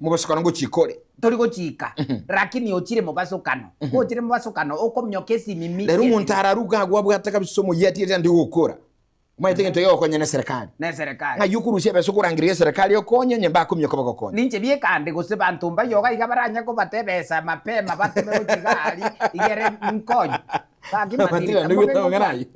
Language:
Gusii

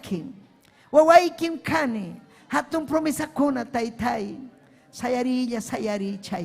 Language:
Ayacucho Quechua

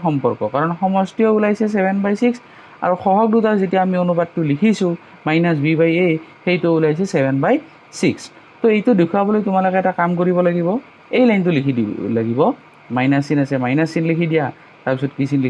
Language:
Assamese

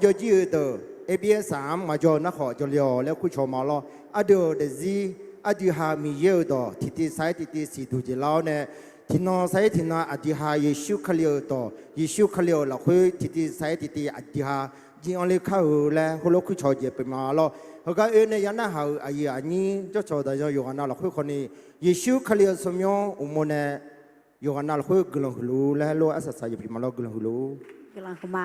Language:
Akha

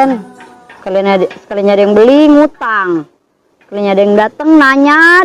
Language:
Betawi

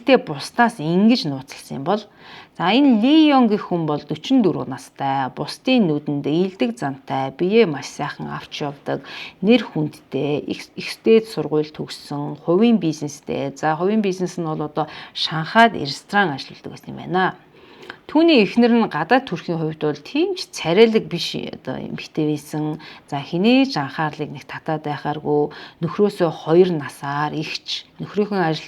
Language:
Mongolian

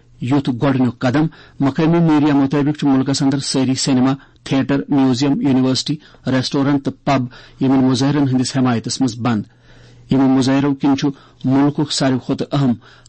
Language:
Kashmiri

